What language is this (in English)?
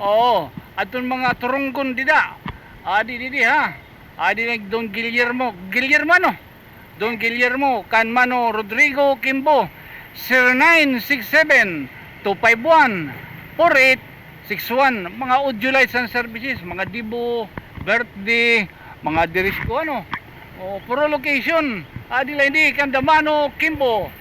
Waray